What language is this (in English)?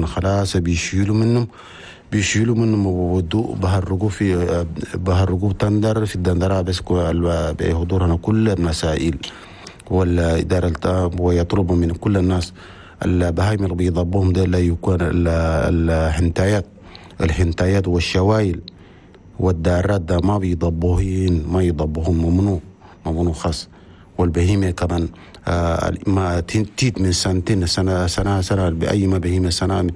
Chadian Arabic